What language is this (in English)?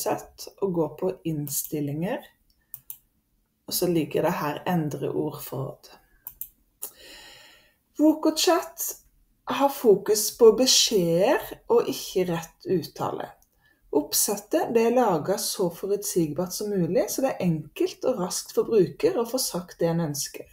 Norwegian